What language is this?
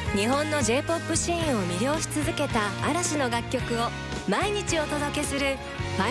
Japanese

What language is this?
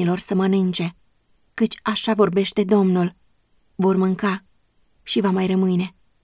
Romanian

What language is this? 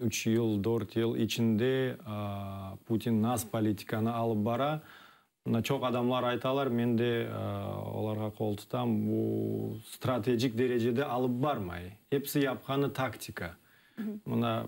Crimean Tatar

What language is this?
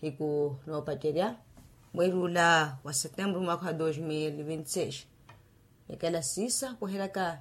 Makhuwa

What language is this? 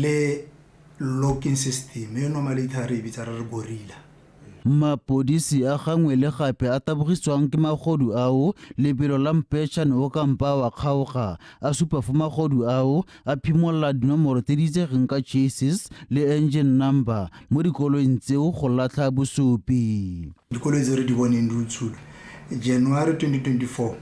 Tswana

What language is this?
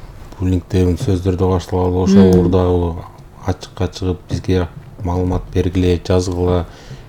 Kyrgyz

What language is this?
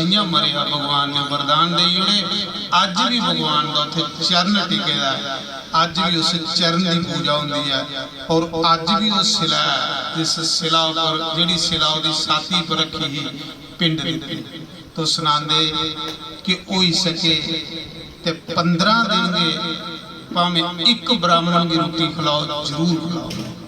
Dogri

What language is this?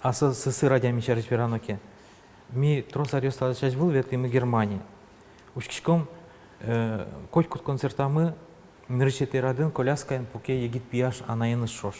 Udmurt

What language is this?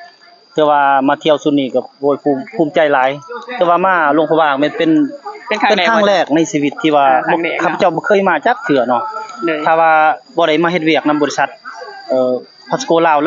Lao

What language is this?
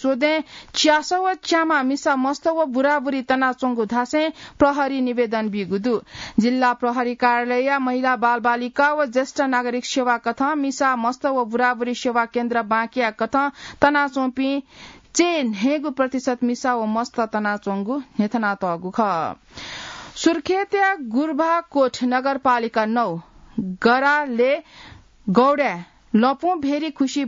Newari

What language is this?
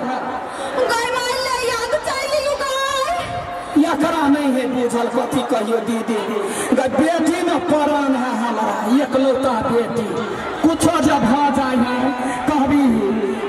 Maithili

